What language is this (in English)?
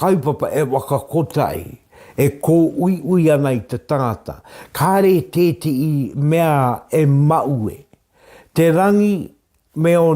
Māori